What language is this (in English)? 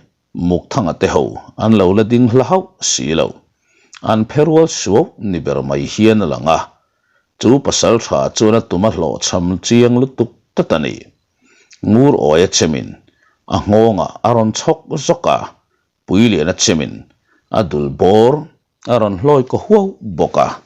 Mizo